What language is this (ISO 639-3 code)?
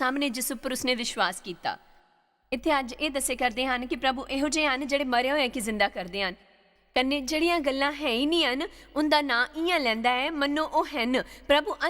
doi